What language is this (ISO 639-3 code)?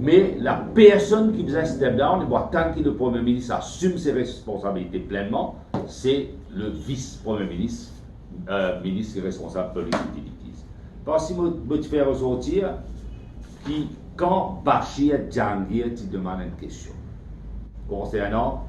mfe